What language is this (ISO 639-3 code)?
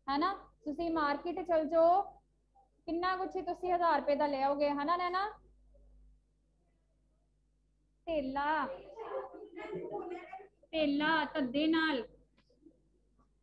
pan